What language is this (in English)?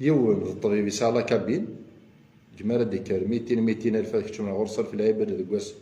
Kabyle